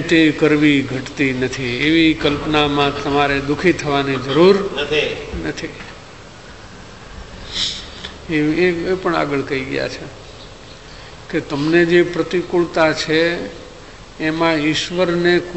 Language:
Gujarati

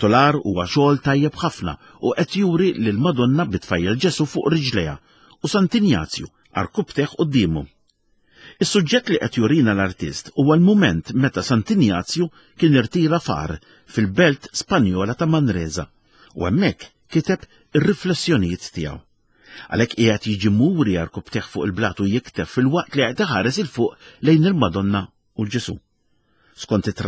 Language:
Maltese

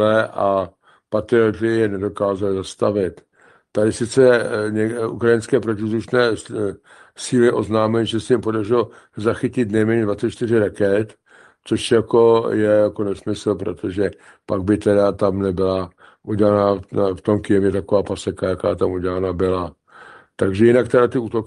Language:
Czech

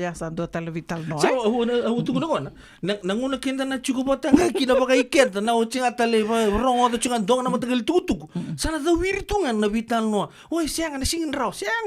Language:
Fijian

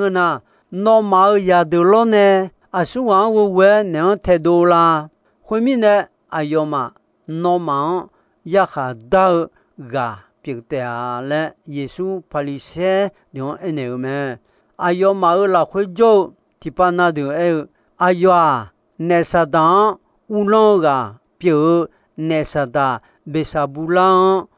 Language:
Akha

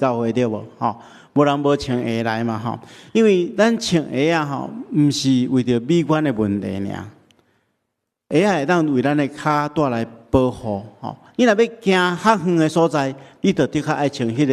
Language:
Min Nan Chinese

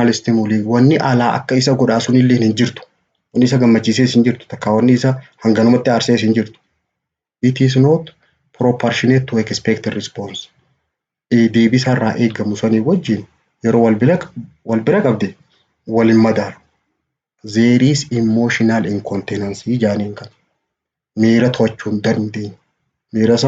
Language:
Oromo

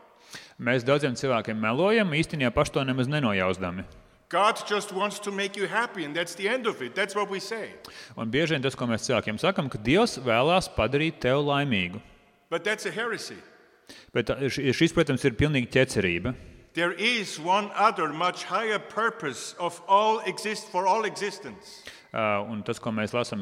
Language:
Latvian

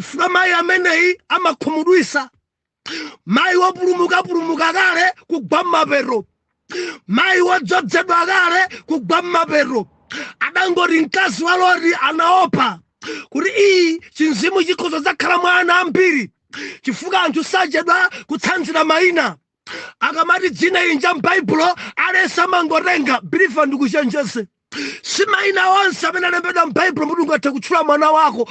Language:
Nyanja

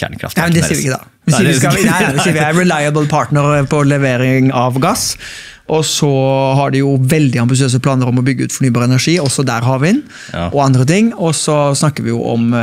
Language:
Norwegian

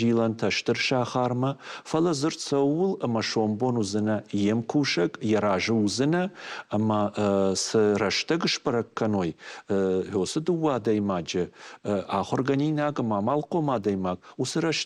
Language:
Ossetic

